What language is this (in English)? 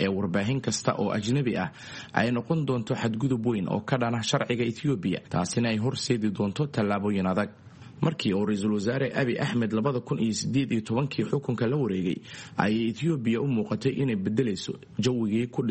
Somali